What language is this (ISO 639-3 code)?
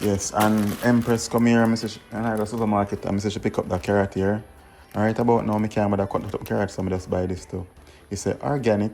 jam